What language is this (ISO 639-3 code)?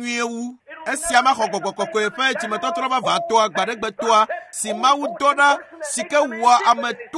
ewe